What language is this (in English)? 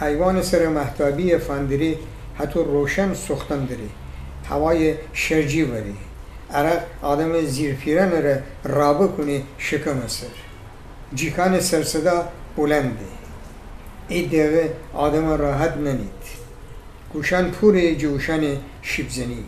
Gilaki